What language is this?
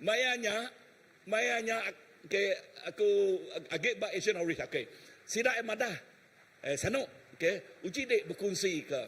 Iban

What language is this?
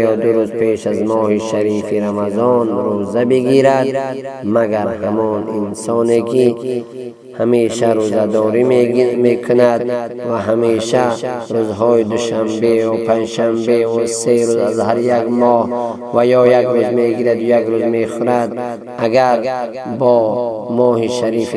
Tajik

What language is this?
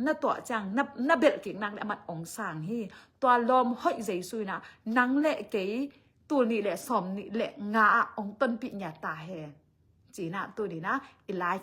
Tedim Chin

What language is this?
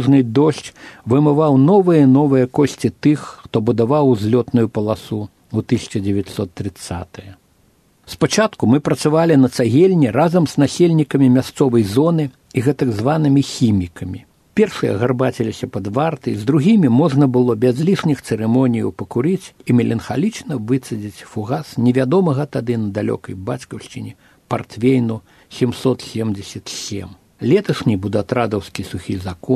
Belarusian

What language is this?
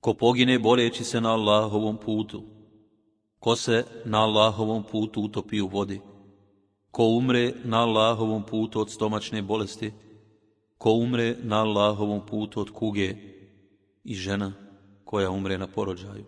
Bosnian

